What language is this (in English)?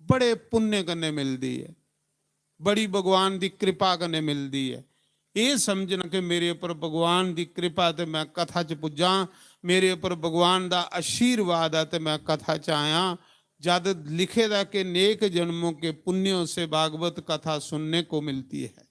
Dogri